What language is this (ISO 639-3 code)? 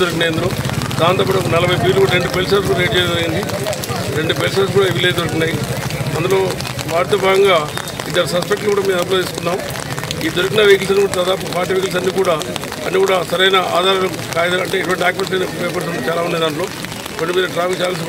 tel